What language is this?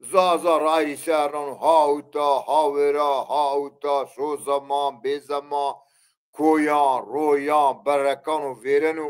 Zaza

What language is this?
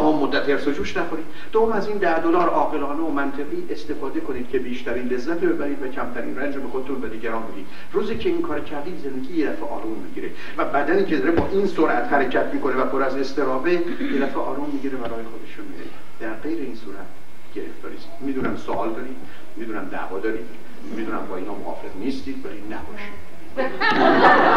Persian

